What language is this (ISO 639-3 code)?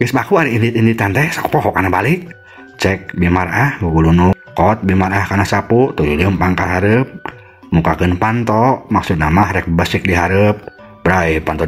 sun